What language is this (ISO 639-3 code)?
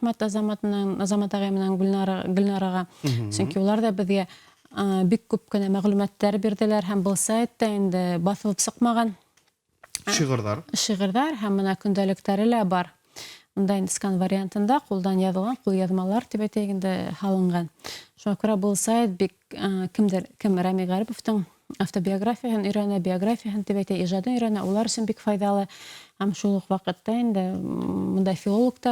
bak